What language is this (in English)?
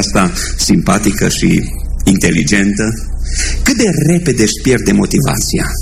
Romanian